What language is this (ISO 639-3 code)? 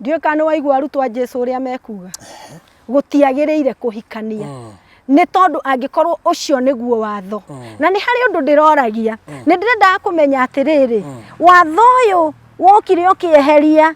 kik